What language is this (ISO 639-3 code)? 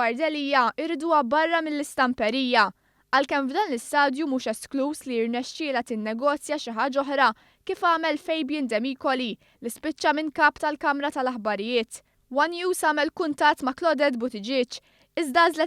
mlt